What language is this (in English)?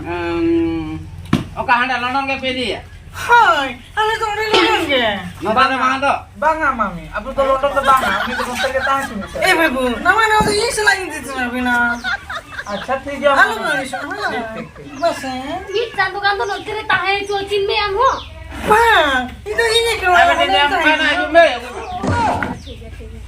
Santali